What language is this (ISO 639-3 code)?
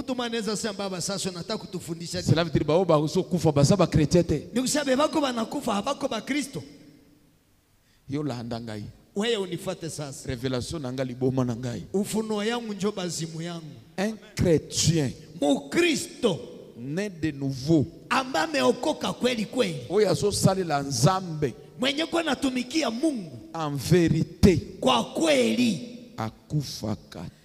swa